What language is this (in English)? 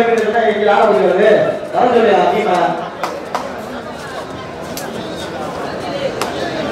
Tamil